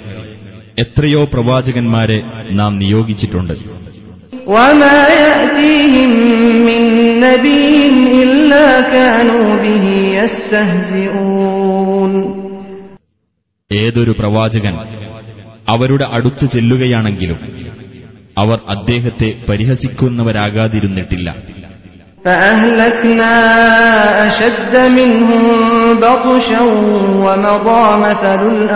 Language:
Malayalam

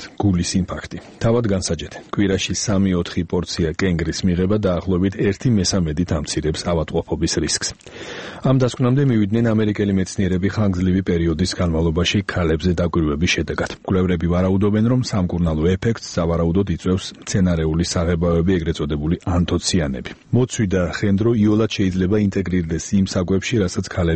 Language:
Georgian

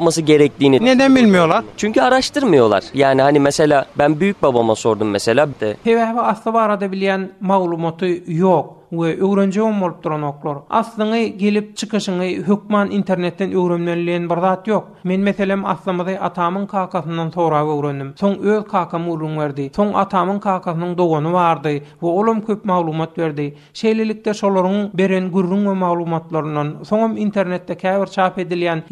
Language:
Turkmen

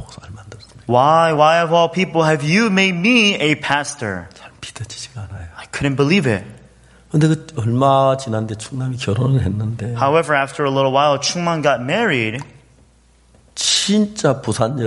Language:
Korean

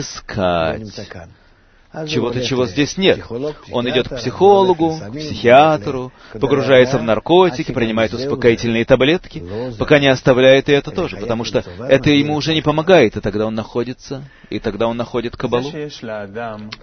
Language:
Russian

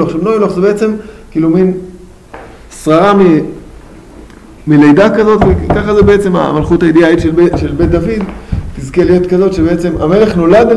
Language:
Hebrew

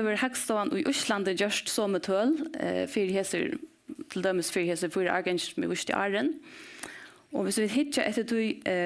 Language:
Faroese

